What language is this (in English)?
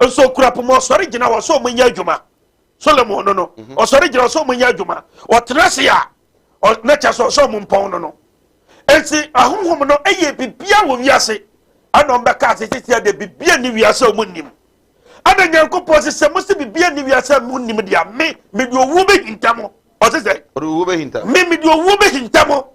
Akan